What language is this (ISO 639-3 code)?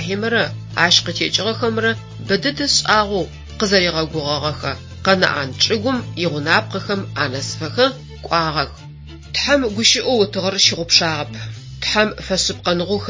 ady